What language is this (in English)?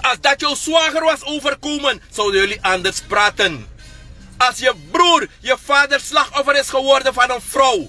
Sranan Tongo